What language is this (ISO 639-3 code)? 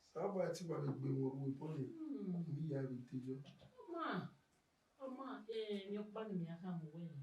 bin